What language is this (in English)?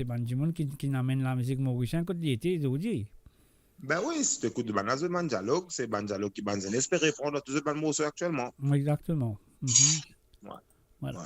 Morisyen